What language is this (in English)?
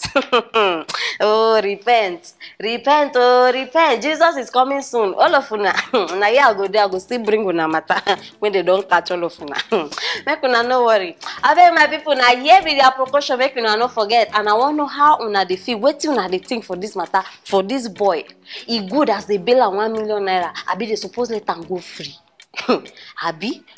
Nigerian Pidgin